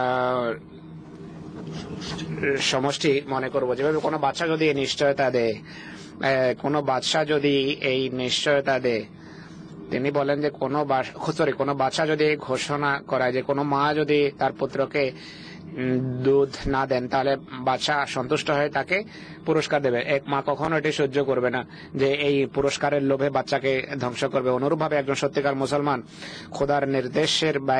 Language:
Bangla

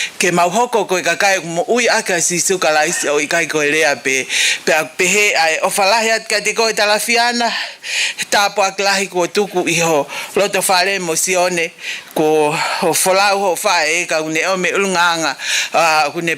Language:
Tongan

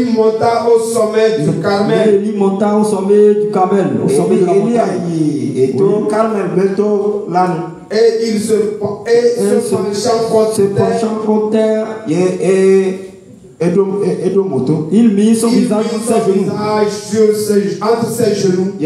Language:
French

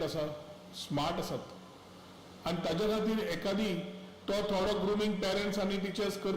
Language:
Konkani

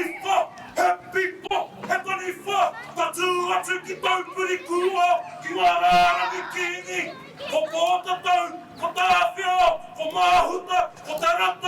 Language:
Māori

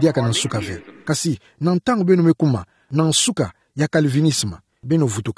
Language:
Kituba (Democratic Republic of Congo)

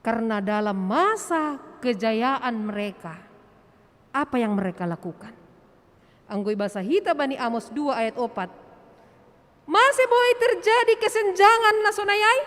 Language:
Batak Simalungun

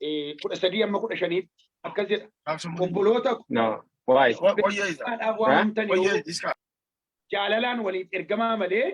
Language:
Oromo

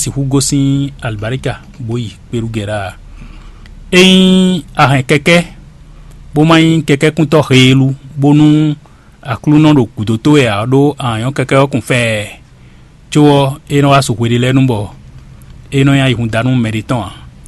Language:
Fon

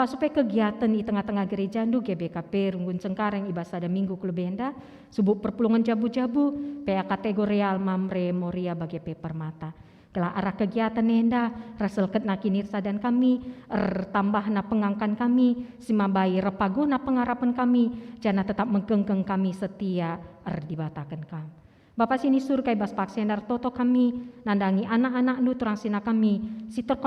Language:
Batak Karo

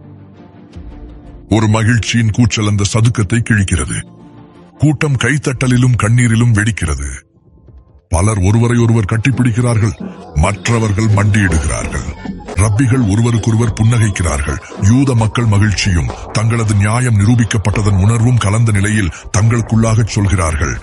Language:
Tamil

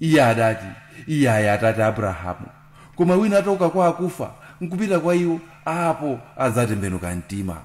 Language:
Nyanja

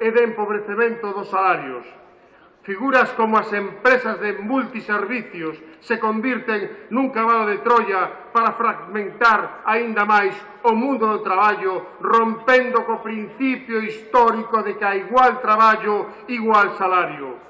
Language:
Galician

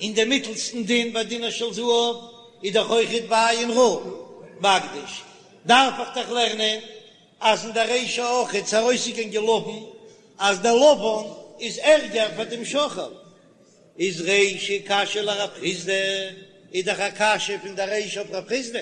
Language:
Yiddish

